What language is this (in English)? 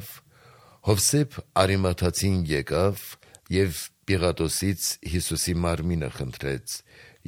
Armenian